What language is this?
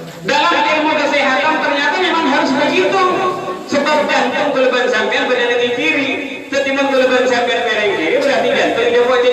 Madurese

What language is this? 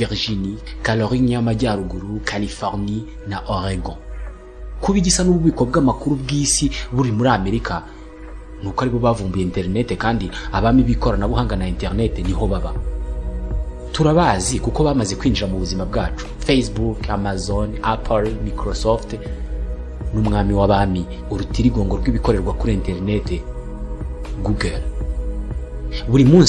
Kinyarwanda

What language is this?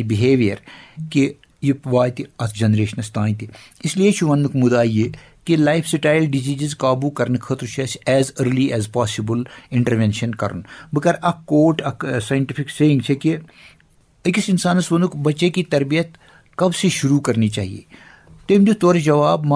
Kashmiri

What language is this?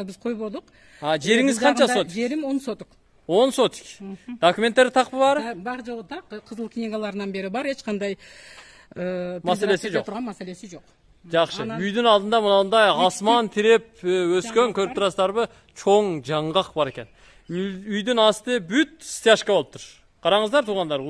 Kyrgyz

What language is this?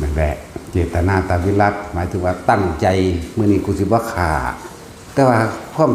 Northeastern Thai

